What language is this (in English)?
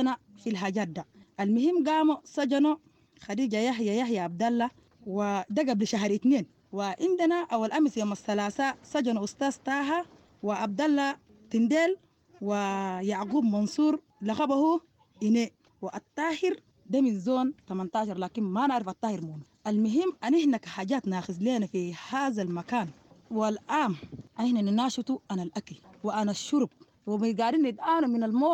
Sudanese Arabic